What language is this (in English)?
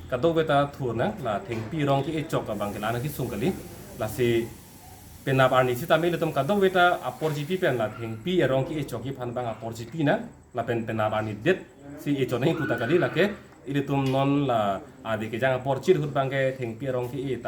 Karbi